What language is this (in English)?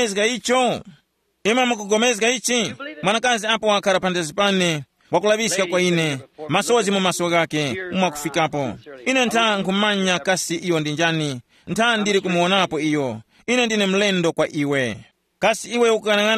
Tumbuka